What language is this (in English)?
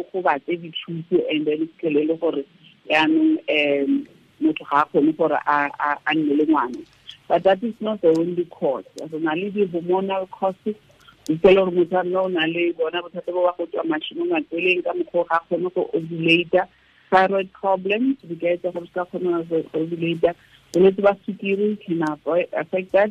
Tswana